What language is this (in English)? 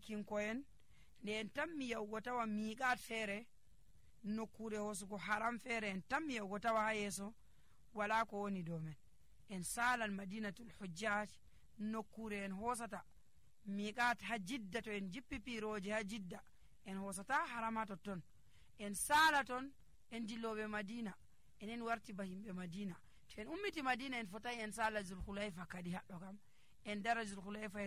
Nigerian Fulfulde